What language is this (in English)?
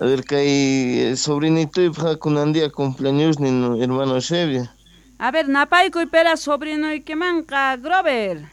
Quechua